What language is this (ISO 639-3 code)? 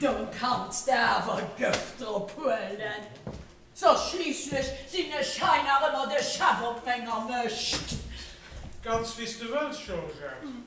ltz